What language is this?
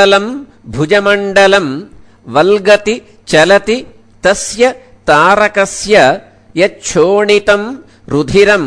Sanskrit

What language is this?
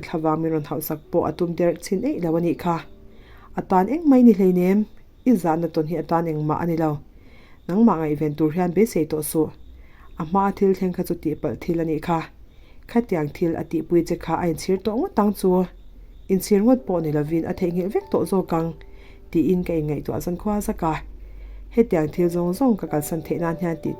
Mizo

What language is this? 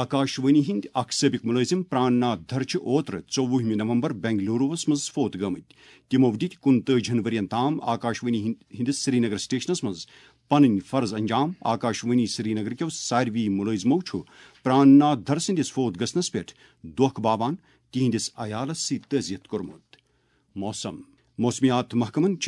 Kashmiri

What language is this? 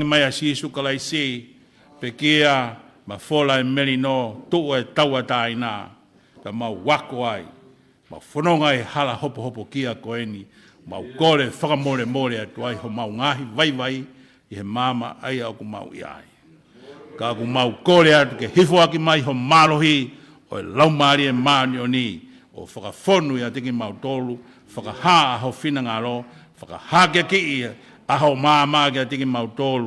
Tongan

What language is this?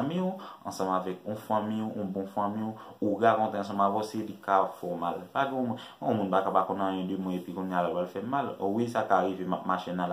Haitian Creole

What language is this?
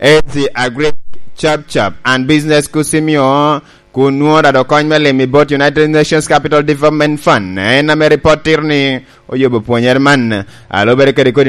Lango (Uganda)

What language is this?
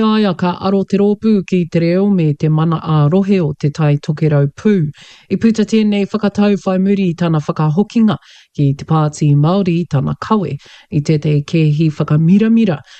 Māori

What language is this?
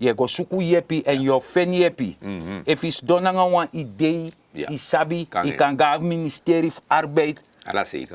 Sranan Tongo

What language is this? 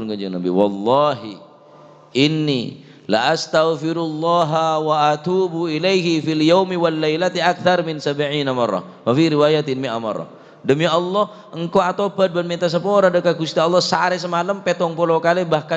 Madurese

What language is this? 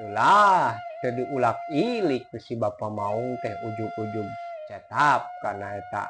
Sundanese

